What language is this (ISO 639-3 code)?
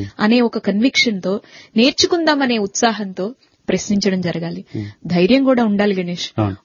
tel